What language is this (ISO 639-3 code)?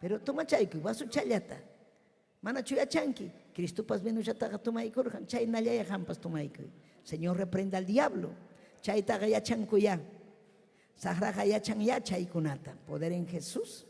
quy